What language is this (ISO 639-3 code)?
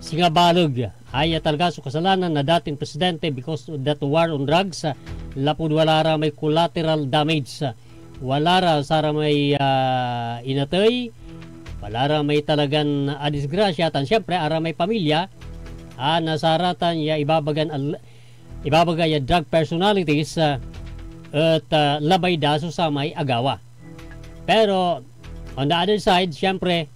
pag